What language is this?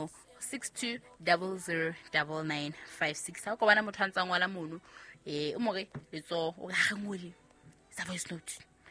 Southern Sotho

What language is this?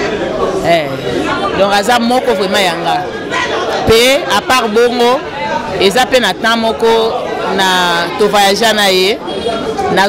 Lingala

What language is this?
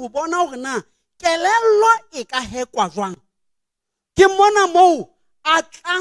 Southern Sotho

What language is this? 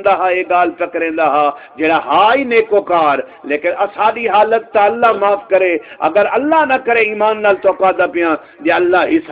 Saraiki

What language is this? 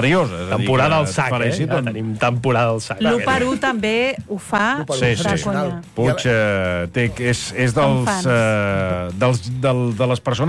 Catalan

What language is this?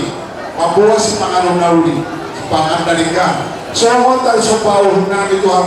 Batak Simalungun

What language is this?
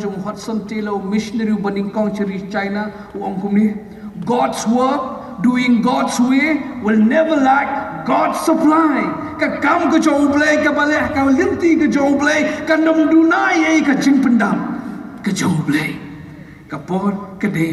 Khasi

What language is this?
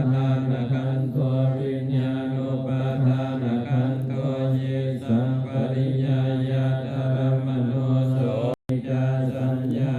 Pali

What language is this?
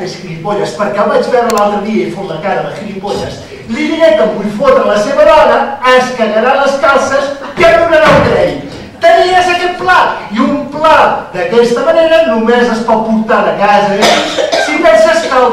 Catalan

